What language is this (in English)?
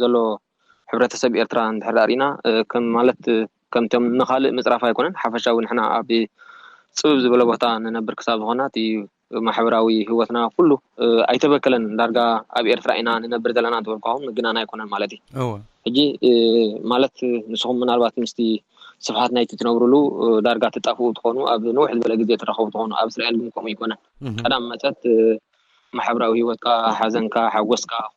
Tigrinya